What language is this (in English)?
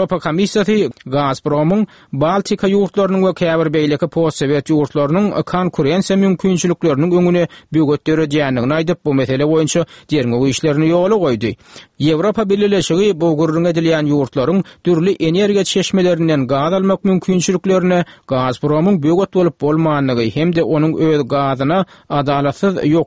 Turkmen